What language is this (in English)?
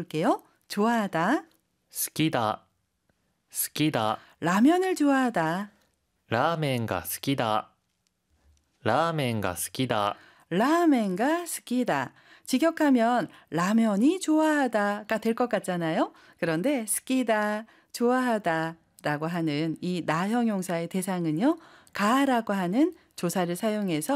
Korean